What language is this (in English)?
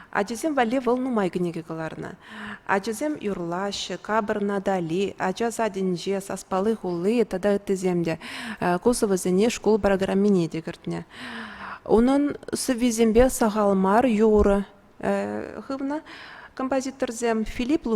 Chuvash